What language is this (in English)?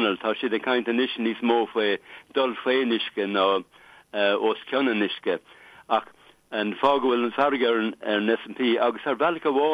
Irish